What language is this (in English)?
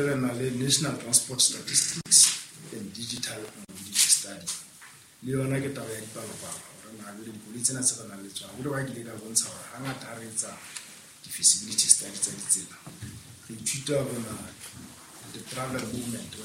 Southern Sotho